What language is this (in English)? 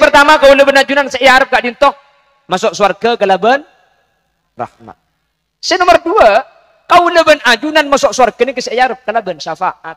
Madurese